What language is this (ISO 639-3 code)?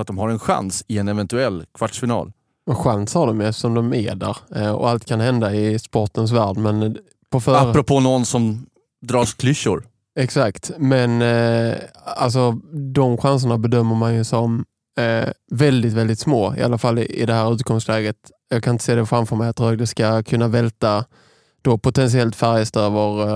swe